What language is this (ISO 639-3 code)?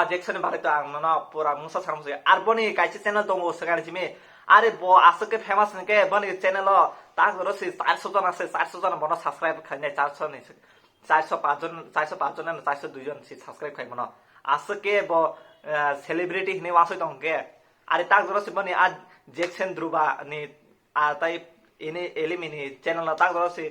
trp